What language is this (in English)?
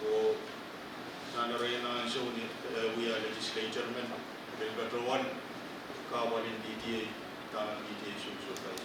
Pohnpeian